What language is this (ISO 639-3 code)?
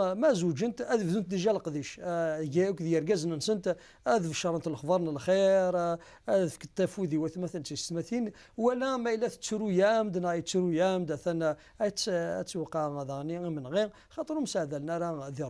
kab